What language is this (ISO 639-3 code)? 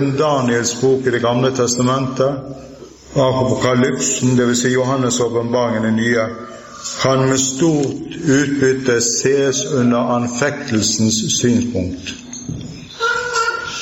nor